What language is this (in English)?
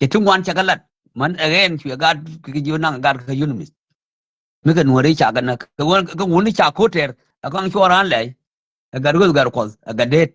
Nuer